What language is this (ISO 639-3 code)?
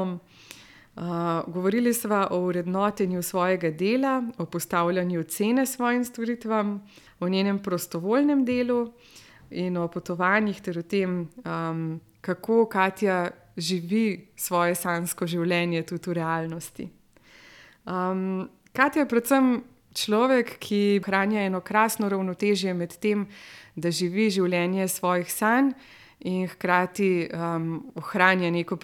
slv